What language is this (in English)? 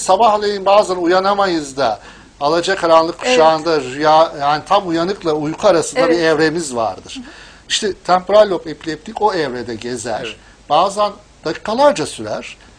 Turkish